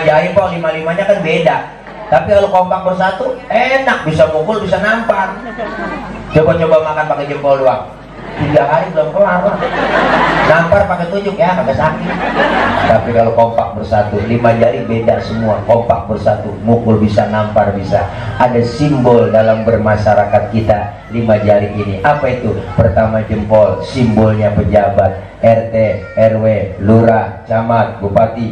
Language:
Betawi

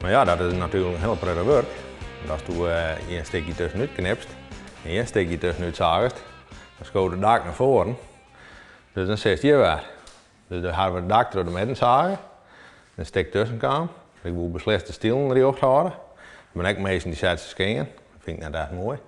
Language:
Western Frisian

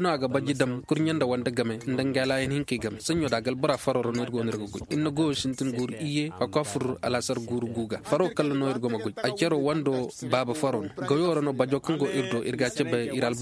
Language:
Koyraboro Senni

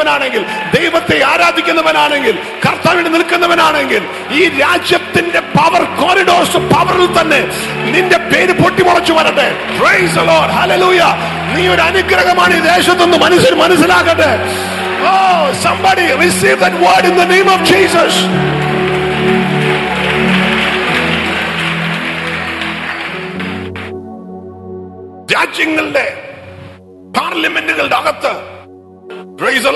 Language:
Malayalam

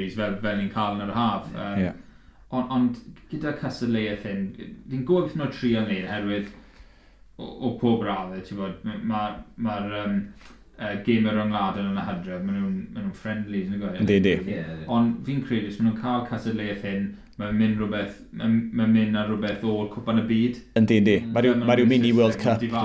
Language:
Welsh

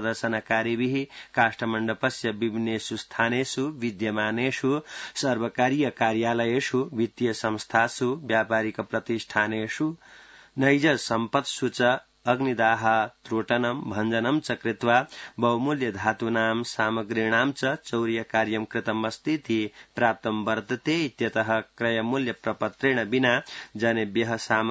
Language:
Sanskrit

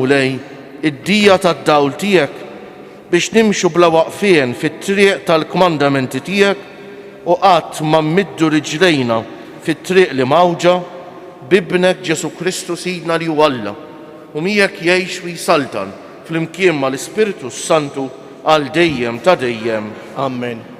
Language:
Maltese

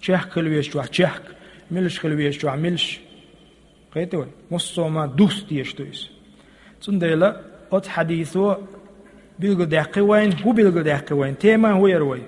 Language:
Chechen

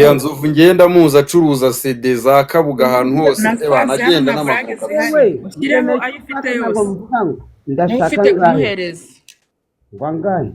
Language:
Kinyarwanda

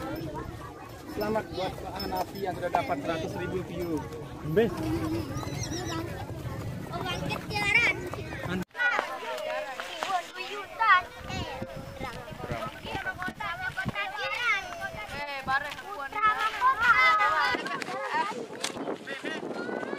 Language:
Malay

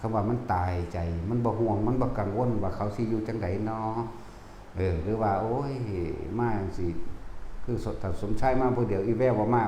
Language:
Lao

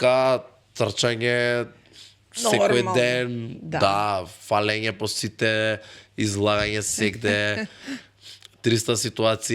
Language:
Macedonian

